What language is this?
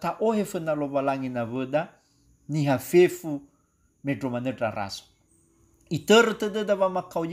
Nias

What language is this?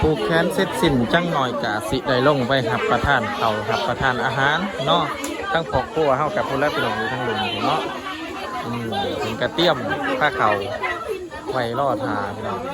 Lao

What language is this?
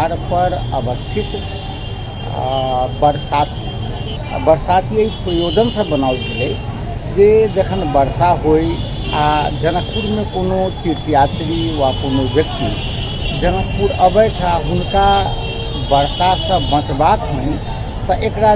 Maithili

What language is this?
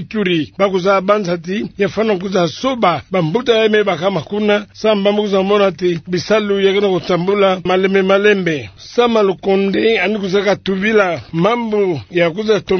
Kituba (Democratic Republic of Congo)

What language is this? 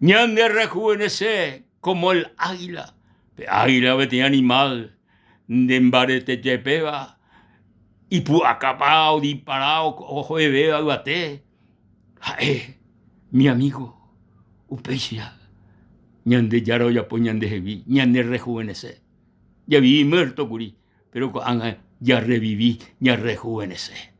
Guarani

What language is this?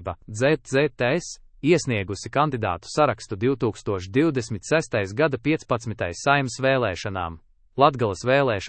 Latvian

